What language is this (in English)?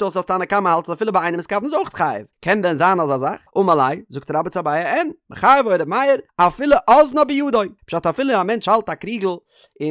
Yiddish